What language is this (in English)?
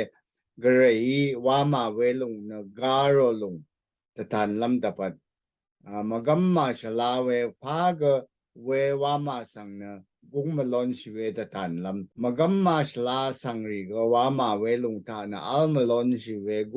Rawang